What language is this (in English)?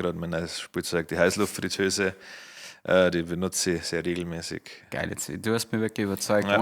Bavarian